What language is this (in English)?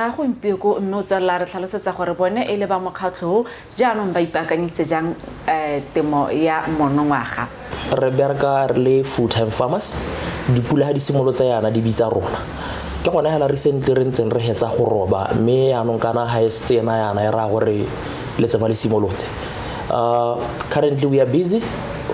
Tswana